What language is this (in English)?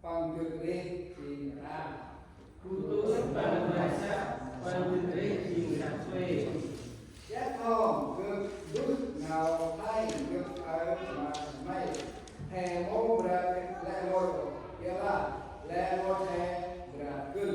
Central Mnong